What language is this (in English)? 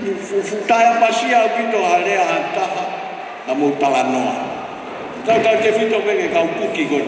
Tongan